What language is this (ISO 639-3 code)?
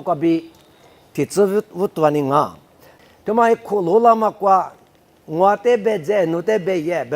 lis